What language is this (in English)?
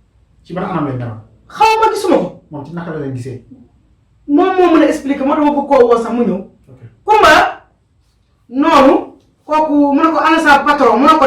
Wolof